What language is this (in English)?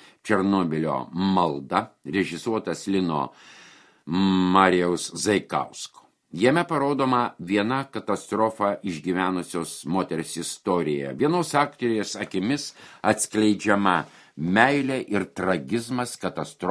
Lithuanian